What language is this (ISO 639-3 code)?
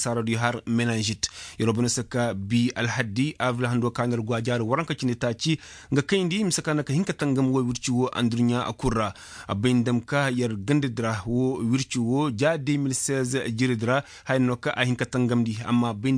ses